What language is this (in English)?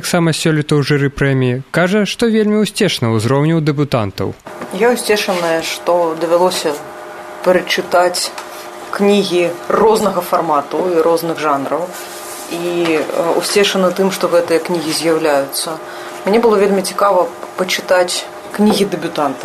Belarusian